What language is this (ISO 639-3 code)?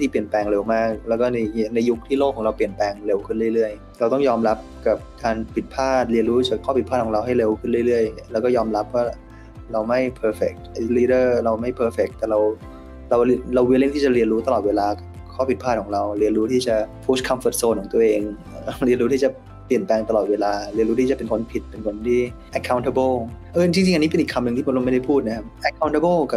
tha